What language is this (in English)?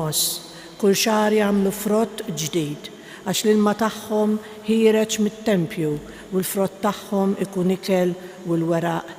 Maltese